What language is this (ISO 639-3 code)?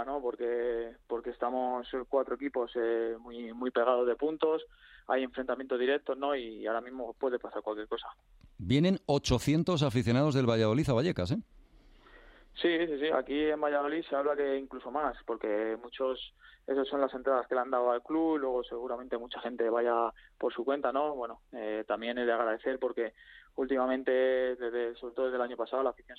spa